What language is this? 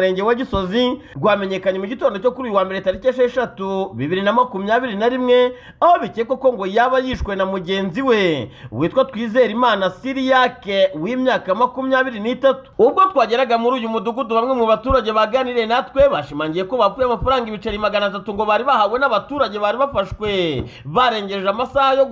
Kinyarwanda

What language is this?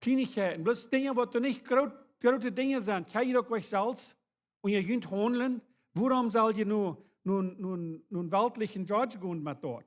Plautdietsch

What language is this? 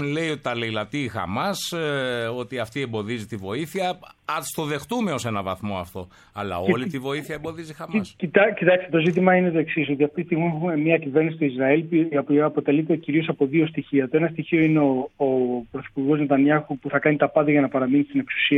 Greek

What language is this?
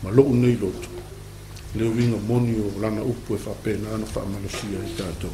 Samoan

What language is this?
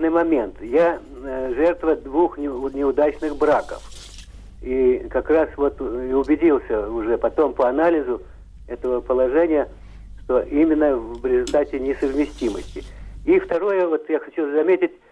Russian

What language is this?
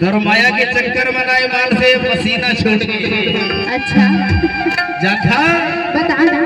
Chhattisgarhi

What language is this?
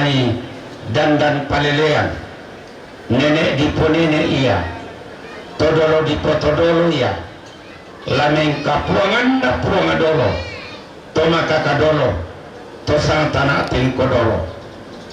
Toraja-Sa'dan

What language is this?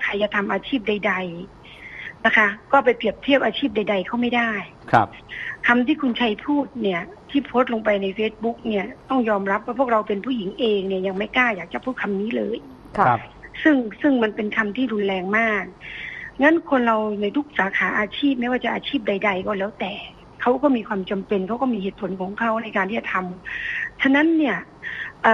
Thai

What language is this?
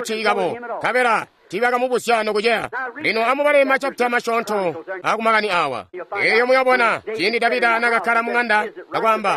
Tonga (Zambia)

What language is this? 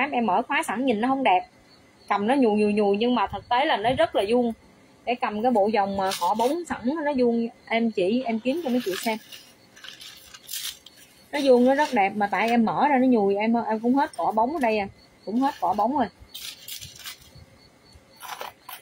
Vietnamese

